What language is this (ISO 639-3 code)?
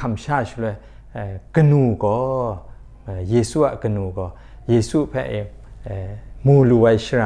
kac